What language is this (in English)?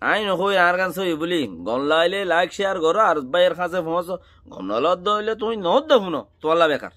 Rohingya